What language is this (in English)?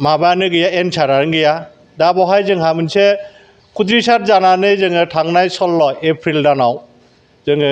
Bodo